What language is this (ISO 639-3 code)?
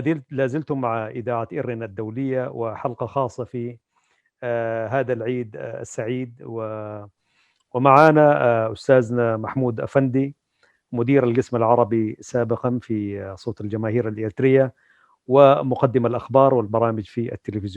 apd